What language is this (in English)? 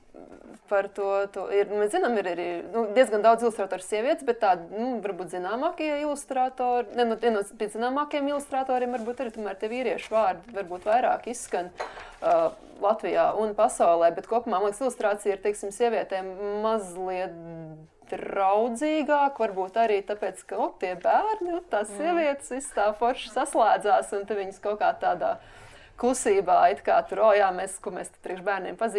Latvian